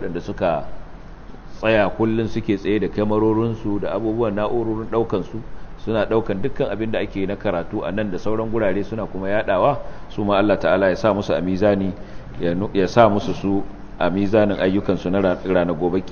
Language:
Hausa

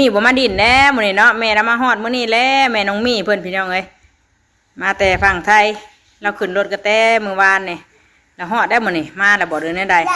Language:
Northeastern Thai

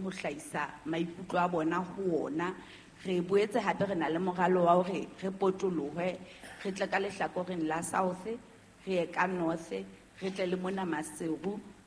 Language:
Southern Sotho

